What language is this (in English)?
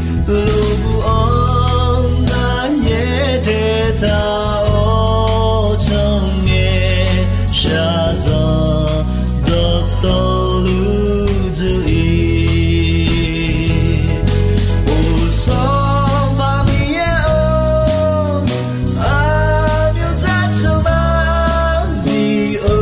Akha